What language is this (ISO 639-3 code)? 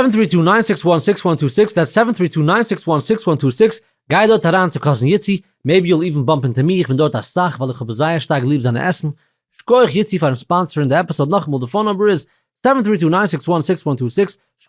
yid